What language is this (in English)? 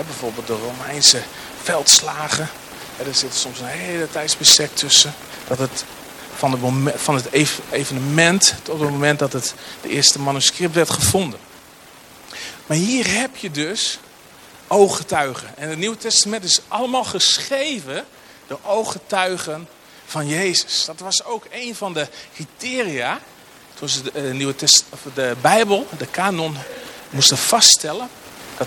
Dutch